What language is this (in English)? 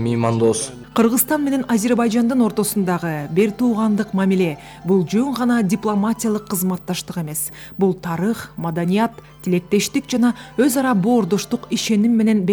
Kyrgyz